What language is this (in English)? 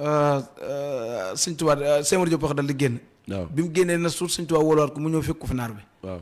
Wolof